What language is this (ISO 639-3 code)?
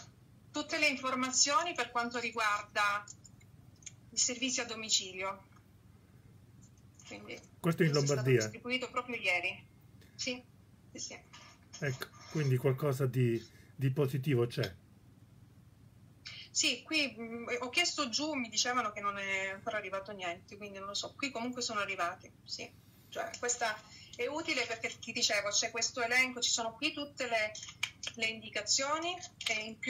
ita